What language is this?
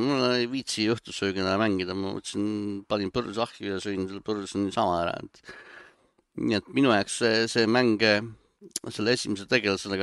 Estonian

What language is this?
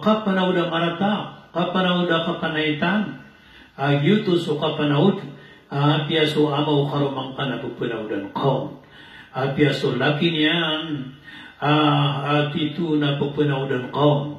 Maranao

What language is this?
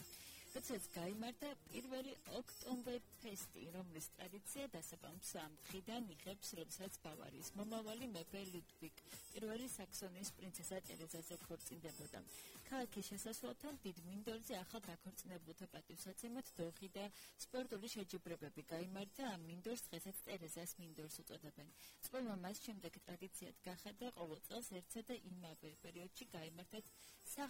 Georgian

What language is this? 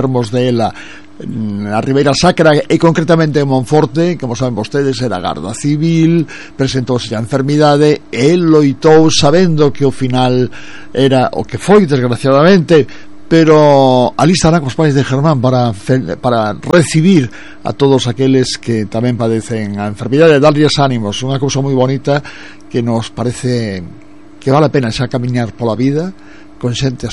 Galician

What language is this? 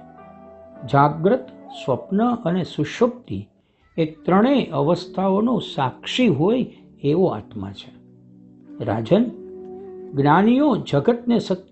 Gujarati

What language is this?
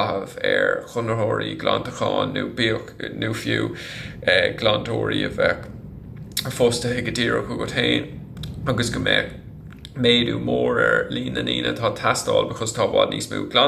Irish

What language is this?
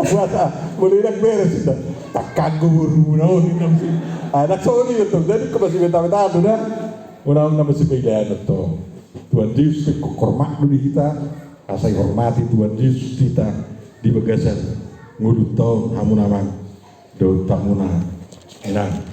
Batak Toba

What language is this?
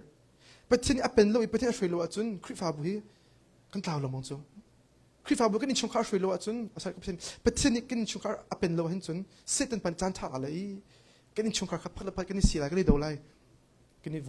Hakha Chin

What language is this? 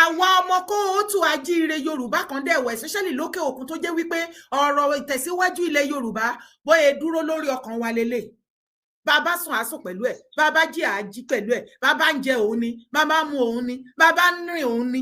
Yoruba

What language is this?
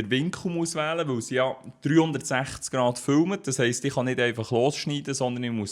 Swiss German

